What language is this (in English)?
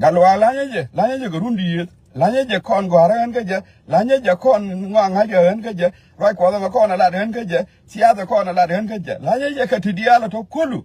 Nuer